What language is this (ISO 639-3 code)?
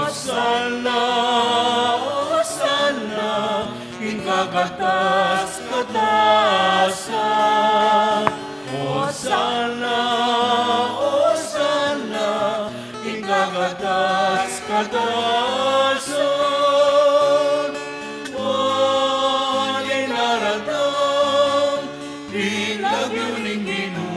pam